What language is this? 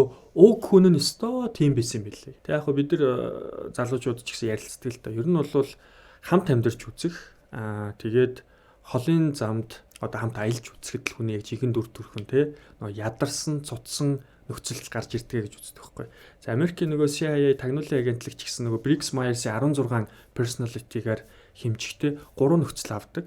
Mongolian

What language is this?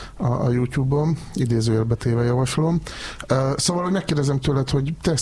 Hungarian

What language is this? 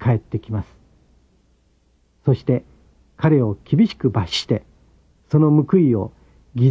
Japanese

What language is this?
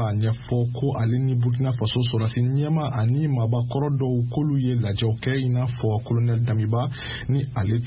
Bambara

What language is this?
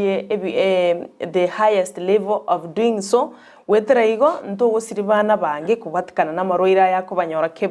Gusii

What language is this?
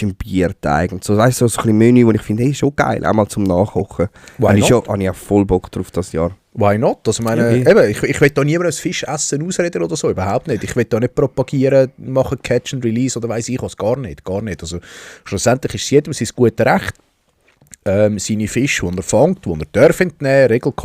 Swiss German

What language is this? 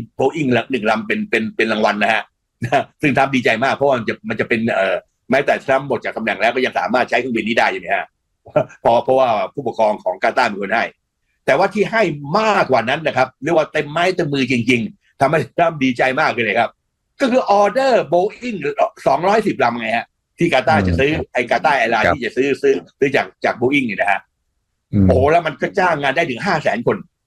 Thai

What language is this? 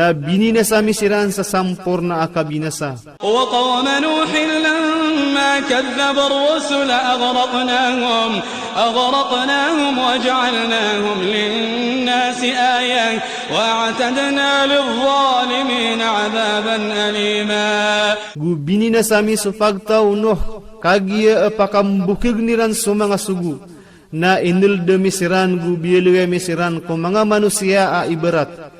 Maranao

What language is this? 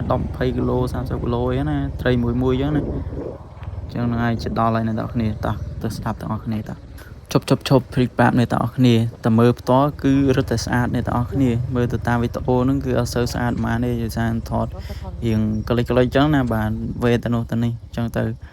Khmer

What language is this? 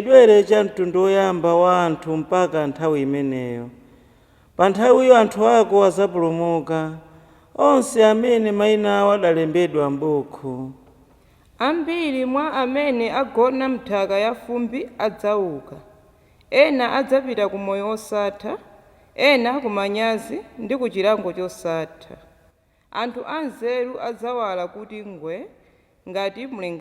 Nyanja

